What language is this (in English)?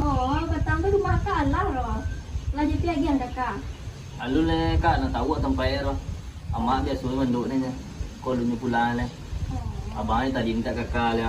Minangkabau